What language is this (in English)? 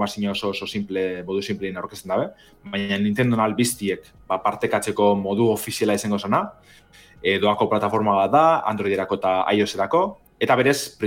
Basque